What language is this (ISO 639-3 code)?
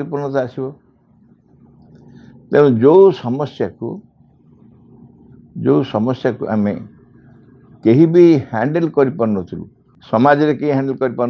ori